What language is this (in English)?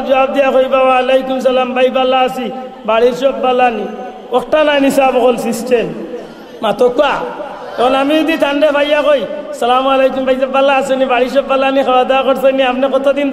Sylheti